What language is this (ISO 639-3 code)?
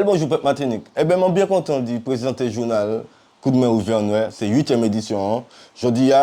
gcf